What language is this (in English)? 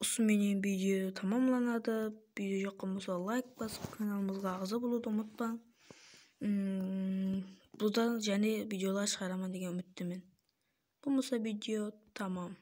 Kara-Kalpak